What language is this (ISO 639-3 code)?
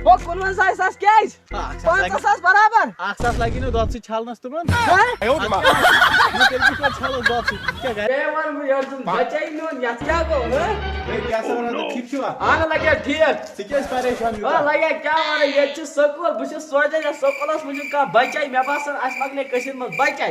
kas